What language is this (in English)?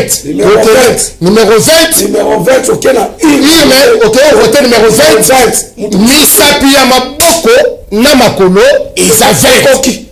Lingala